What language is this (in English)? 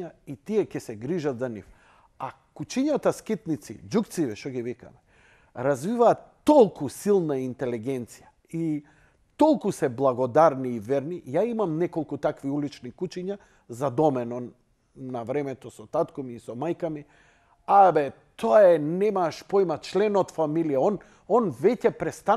Macedonian